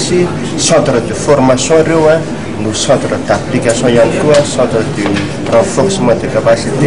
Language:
Malagasy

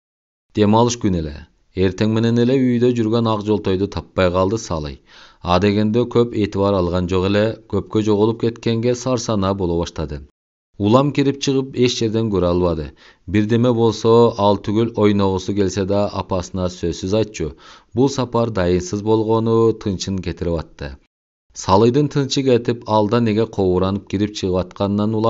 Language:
Kyrgyz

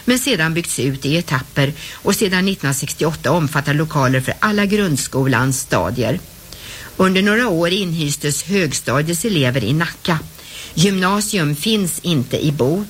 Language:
Swedish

